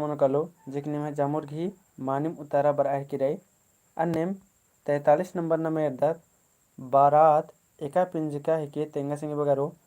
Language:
Kurukh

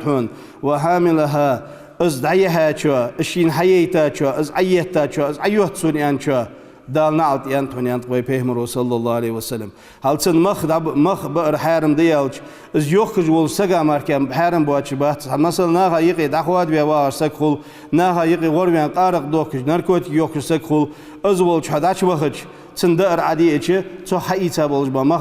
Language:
Ingush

